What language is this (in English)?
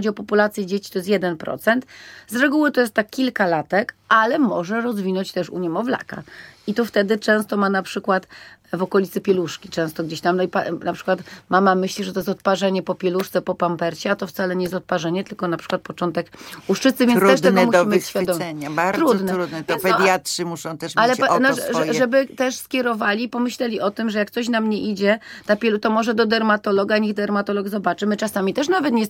Polish